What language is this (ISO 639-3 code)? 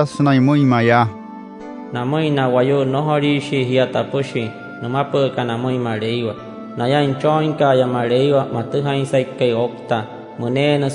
guc